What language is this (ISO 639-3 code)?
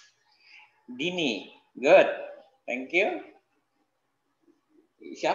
ind